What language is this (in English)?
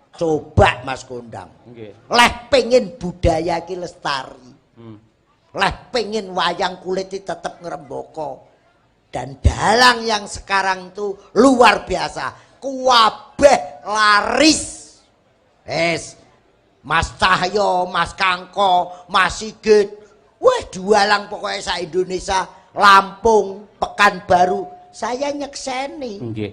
Javanese